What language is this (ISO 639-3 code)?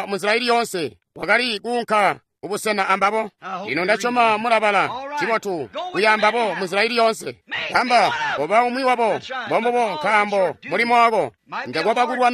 toi